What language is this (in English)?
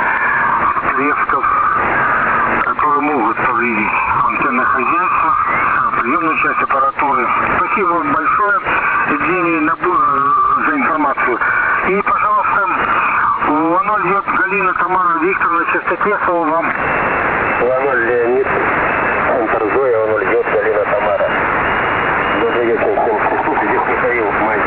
Russian